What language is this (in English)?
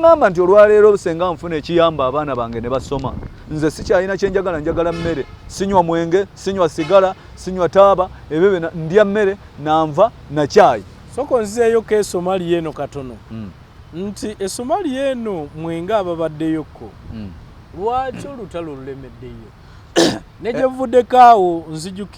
Ganda